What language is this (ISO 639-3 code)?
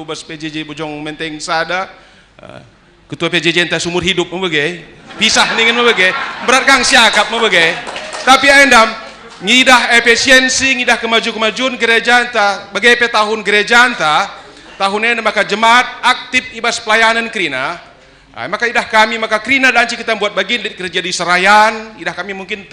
btx